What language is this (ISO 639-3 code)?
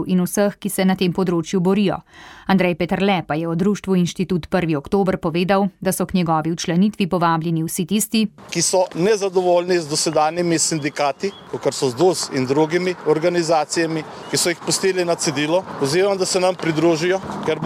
slv